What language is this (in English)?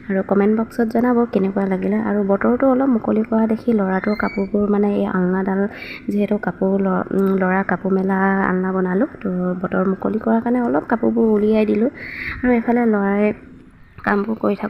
Assamese